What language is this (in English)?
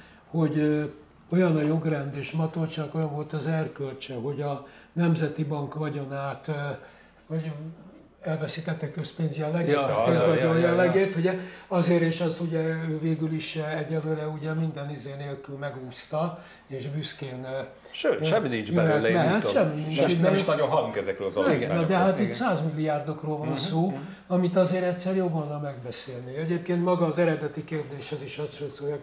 Hungarian